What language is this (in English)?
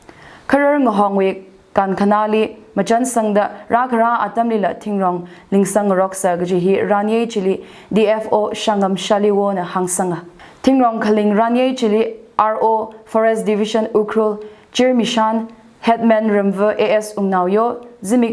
Tangkhul Naga (India)